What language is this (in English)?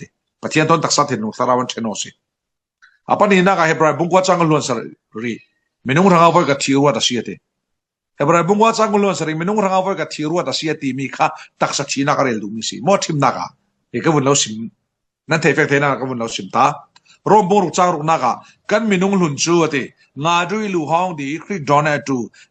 Falam Chin